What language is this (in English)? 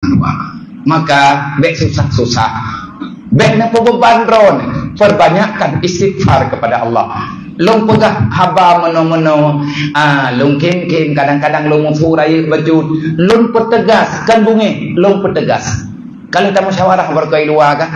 Achinese